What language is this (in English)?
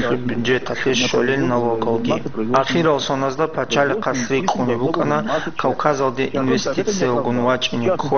Avaric